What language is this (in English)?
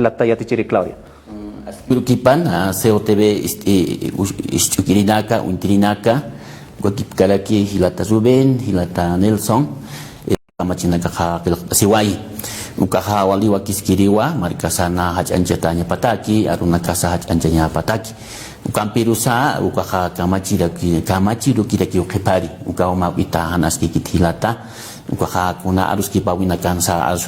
Aymara